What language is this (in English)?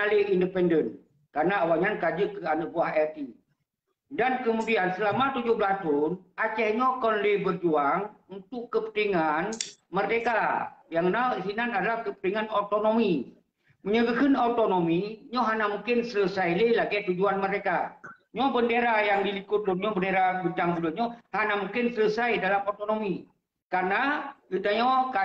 Achinese